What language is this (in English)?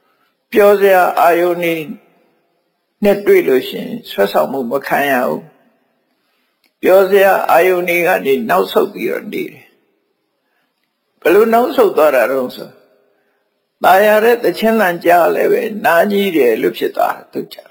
Burmese